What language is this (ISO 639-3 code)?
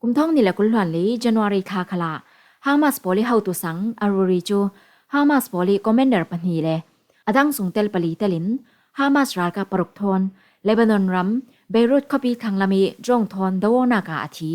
cfm